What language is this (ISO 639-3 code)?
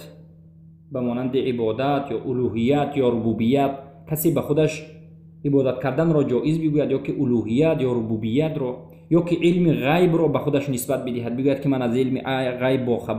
tgk